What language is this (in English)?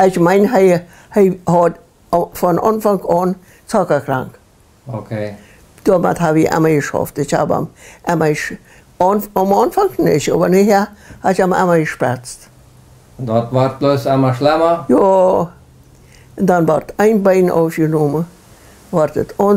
Plautdietsch